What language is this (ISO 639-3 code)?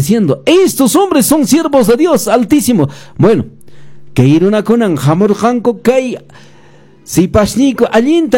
que